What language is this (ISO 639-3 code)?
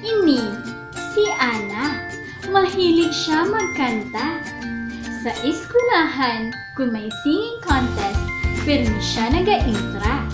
hil